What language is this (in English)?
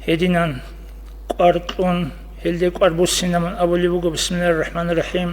Avaric